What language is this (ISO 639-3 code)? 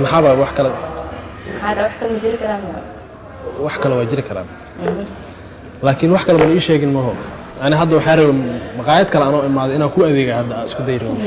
som